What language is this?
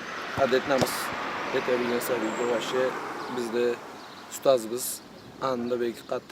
Karachay-Balkar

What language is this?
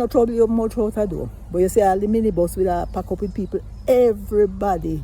Jamaican Creole English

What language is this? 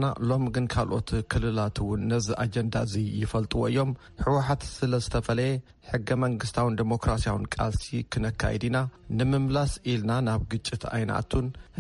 Tigrinya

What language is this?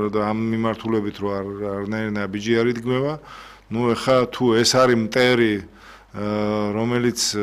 Georgian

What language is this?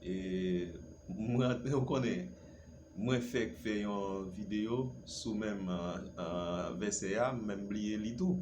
Haitian Creole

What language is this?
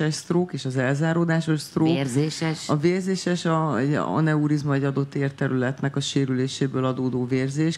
Hungarian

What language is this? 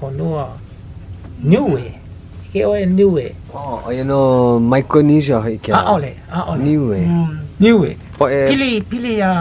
Hawaiian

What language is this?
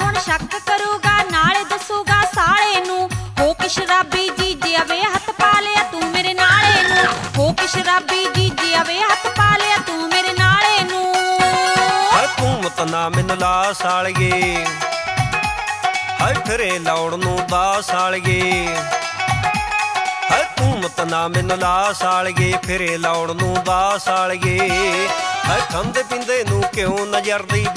Punjabi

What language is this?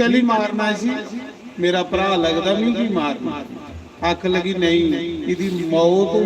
Dogri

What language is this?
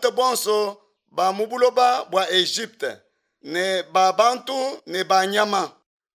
Luba-Lulua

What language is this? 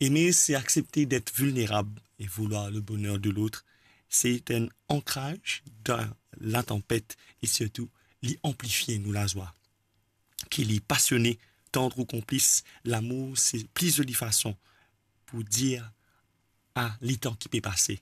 Morisyen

